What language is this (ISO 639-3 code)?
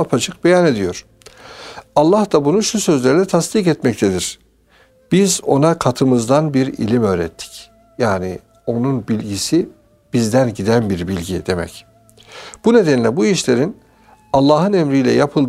tur